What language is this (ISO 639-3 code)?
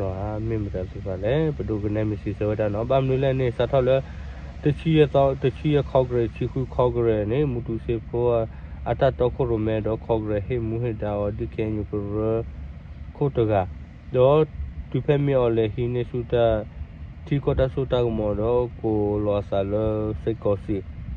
ksw